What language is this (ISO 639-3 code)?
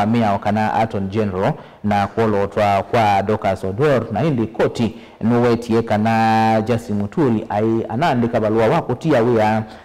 kam